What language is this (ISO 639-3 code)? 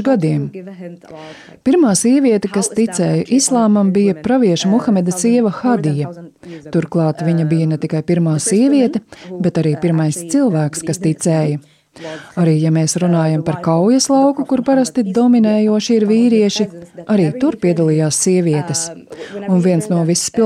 lav